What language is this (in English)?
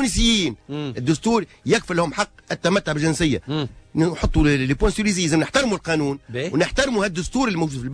Tunisian Arabic